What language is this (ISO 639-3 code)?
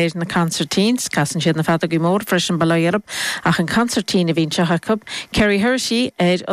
gle